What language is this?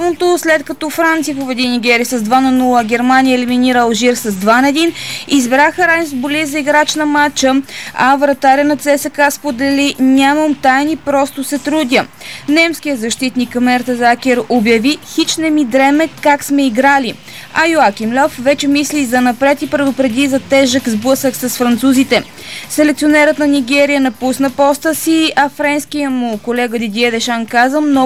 Bulgarian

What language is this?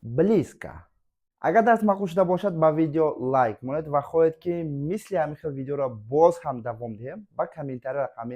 Tajik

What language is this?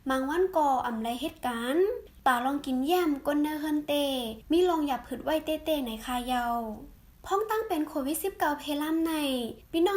Shan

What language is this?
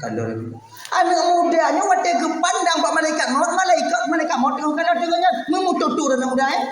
Achinese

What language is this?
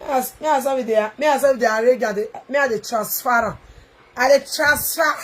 Nigerian Pidgin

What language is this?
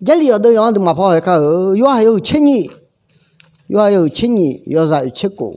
Akha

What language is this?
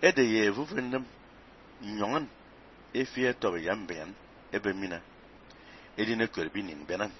Fang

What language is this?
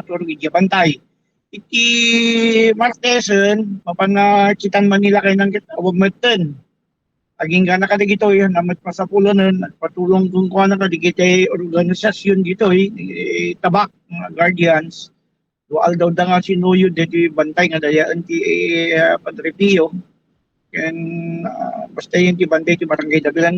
Iloko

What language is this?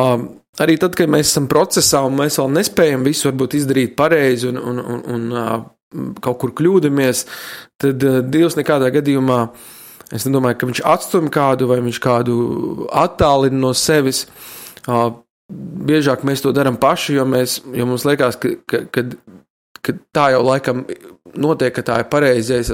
Latvian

